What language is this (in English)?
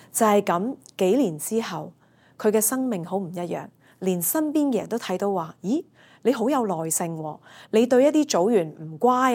Cantonese